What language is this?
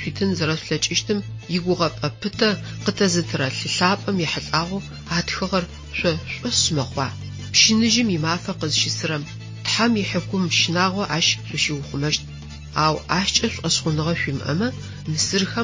Adyghe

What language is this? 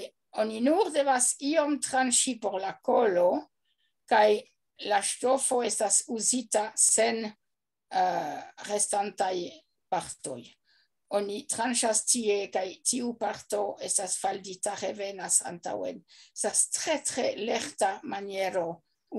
Esperanto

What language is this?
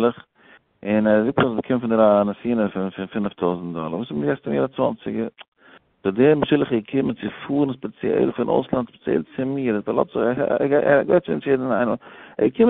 Yiddish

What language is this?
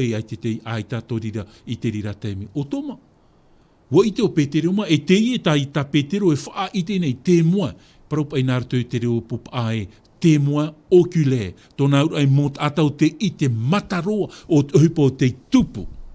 Tahitian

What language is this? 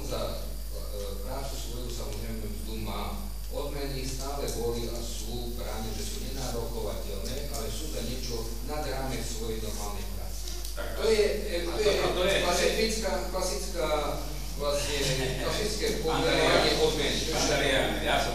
Slovak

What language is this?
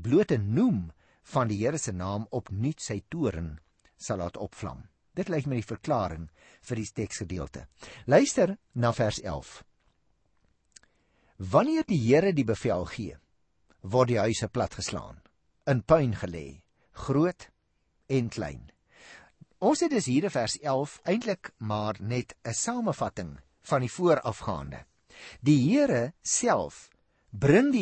Afrikaans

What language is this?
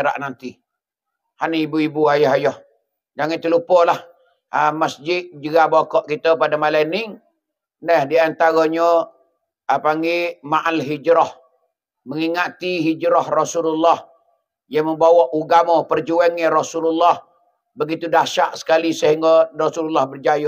Pattani Malay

